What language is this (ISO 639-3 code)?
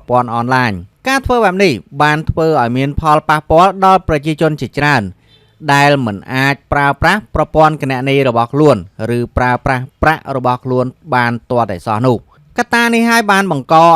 khm